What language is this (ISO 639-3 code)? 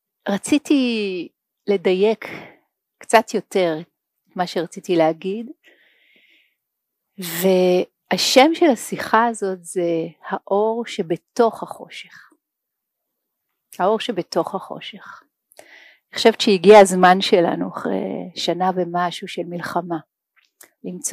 heb